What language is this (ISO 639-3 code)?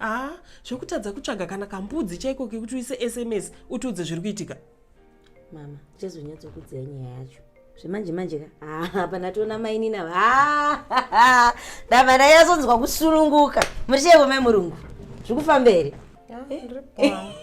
sna